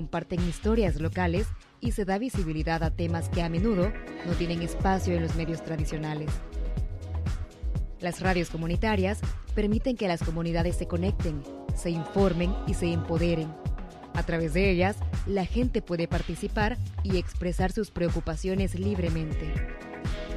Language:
Spanish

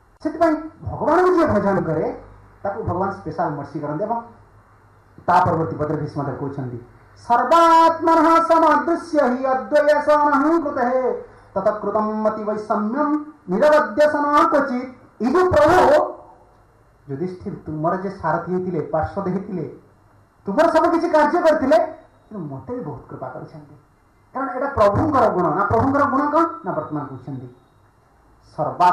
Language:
Odia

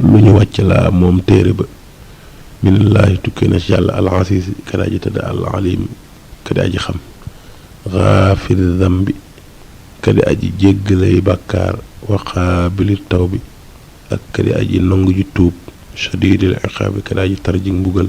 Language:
Wolof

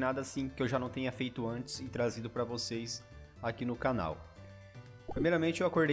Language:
Portuguese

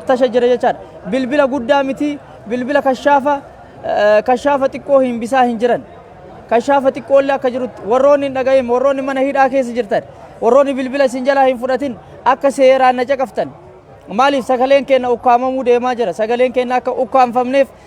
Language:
Oromo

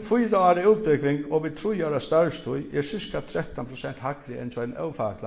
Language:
Faroese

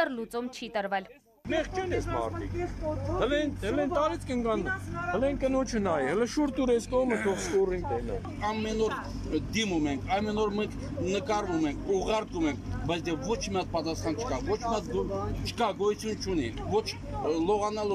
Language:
Armenian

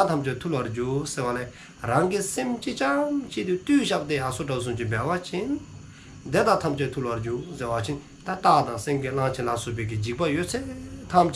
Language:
Dzongkha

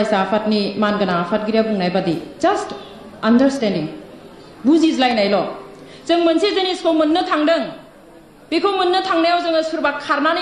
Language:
Bodo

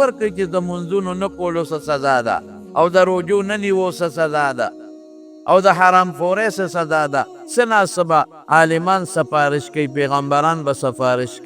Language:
Pashto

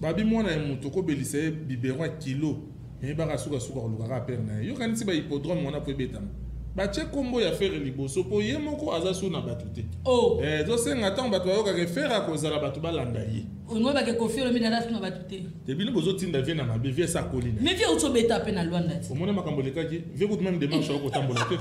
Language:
Lingala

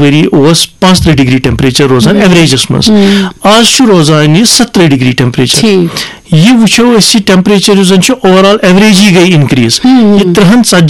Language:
Kashmiri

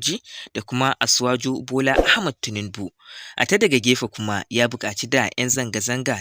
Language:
Hausa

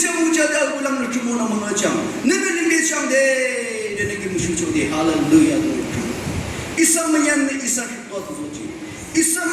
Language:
Naga Pidgin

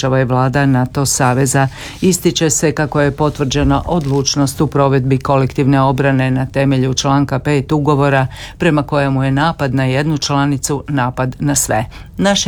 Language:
Croatian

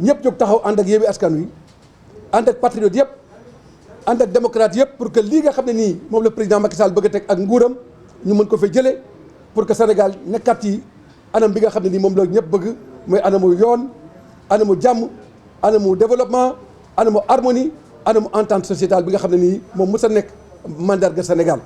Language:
Wolof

